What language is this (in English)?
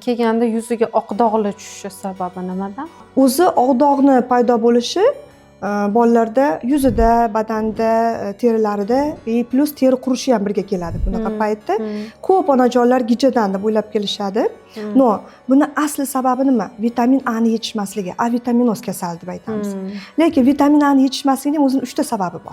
Uzbek